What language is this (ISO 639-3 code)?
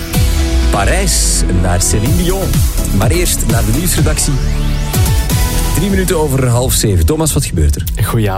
nld